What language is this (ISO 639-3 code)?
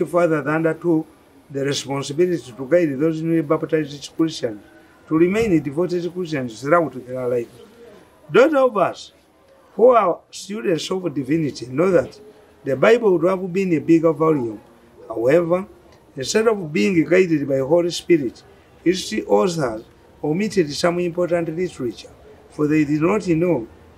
eng